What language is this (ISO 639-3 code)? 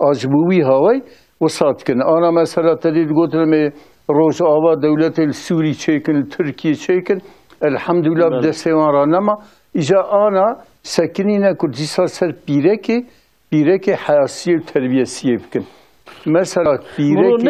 kur